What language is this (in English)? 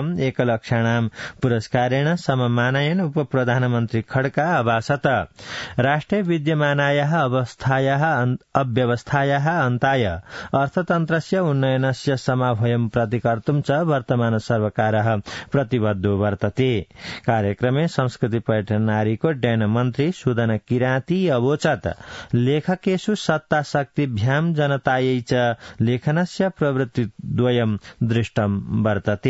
Sanskrit